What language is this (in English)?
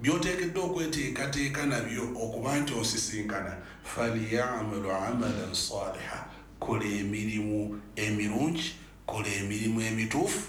Ganda